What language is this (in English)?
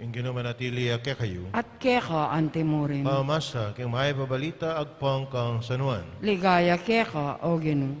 Pampanga